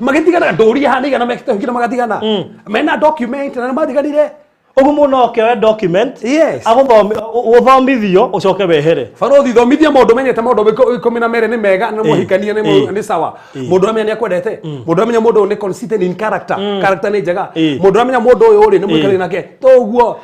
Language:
Kikuyu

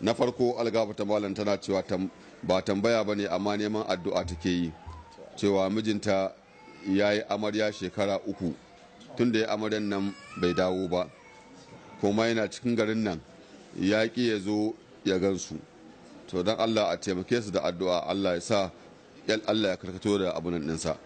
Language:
Hausa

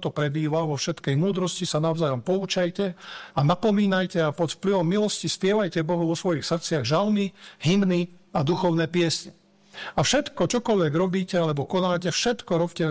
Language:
Slovak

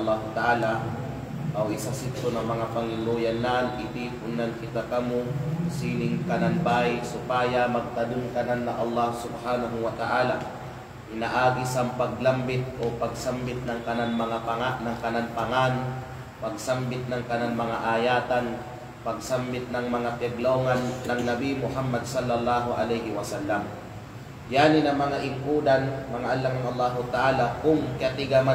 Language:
Kalagan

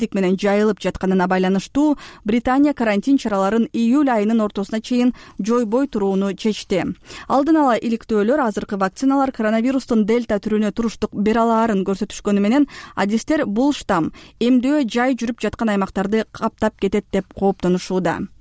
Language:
Kyrgyz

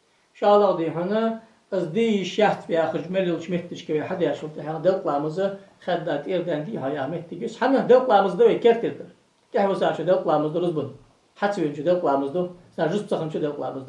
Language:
Ingush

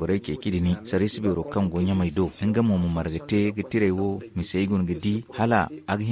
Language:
Zarma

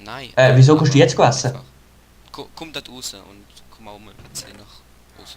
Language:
Swiss German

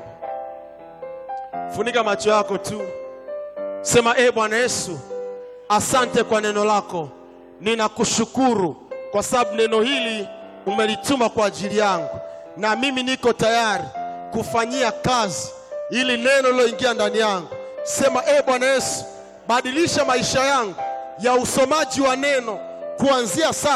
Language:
Swahili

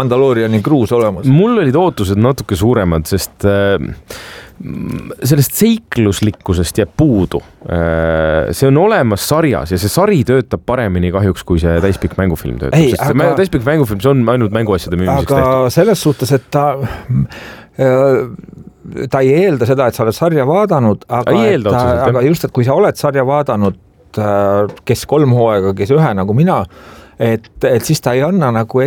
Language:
Estonian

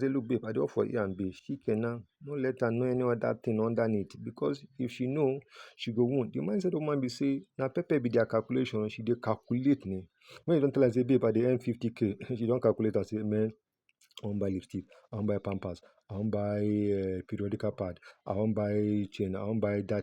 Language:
Nigerian Pidgin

